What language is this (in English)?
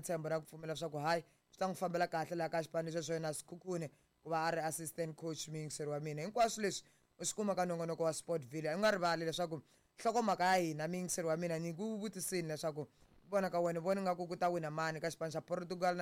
Tsonga